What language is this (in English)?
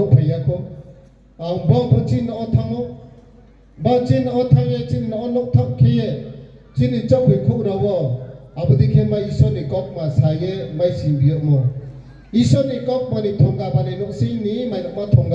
Riang (India)